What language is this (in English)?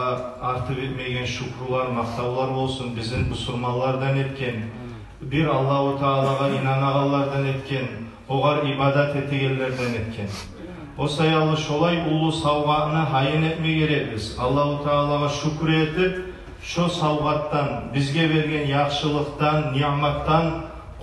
Kumyk